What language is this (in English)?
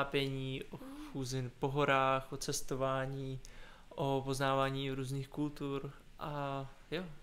Czech